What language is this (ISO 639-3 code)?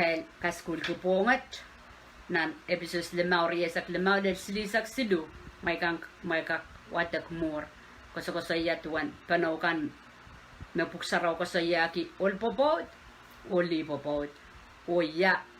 pon